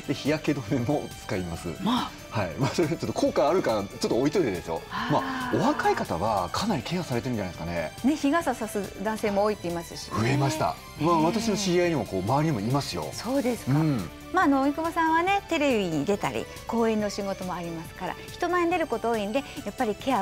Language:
Japanese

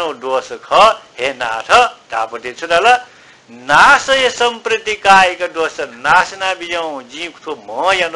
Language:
Newari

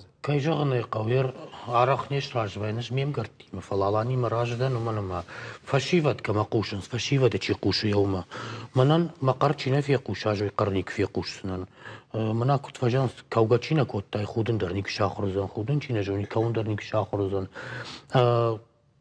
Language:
Ossetic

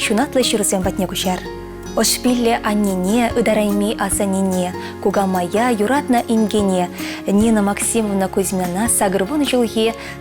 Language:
Chuvash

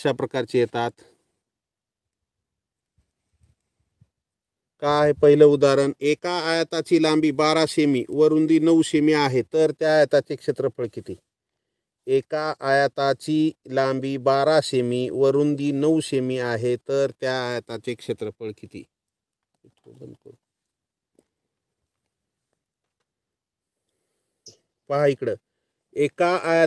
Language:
Marathi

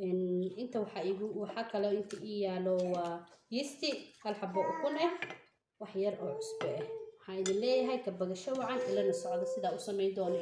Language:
Somali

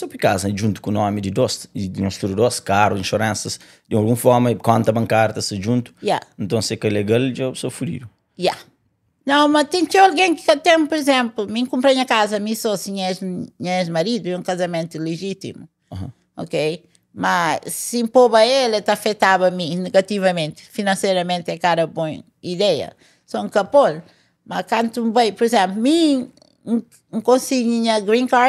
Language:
Kabuverdianu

